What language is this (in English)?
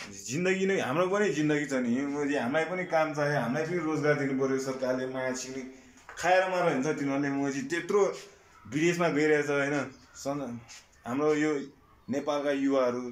Nepali